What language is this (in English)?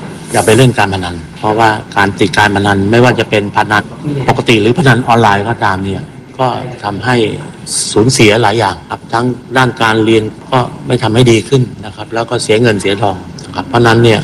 Thai